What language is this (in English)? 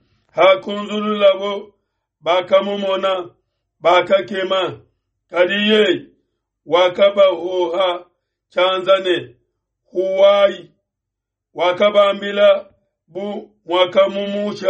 Luba-Lulua